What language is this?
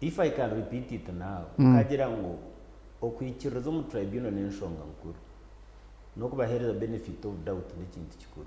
Nyankole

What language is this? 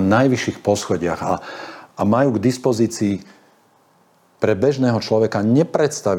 Slovak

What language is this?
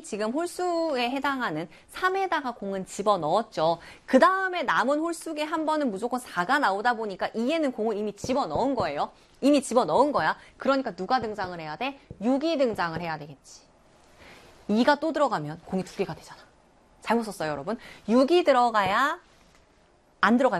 Korean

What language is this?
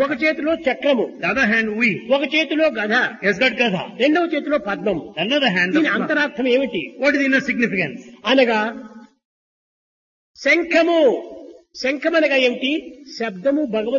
Telugu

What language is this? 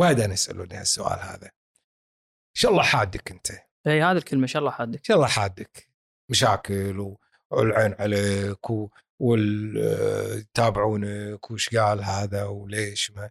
Gulf Arabic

